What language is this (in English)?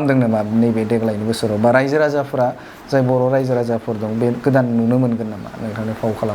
Bodo